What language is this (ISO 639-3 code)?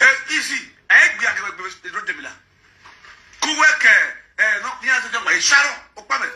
pcm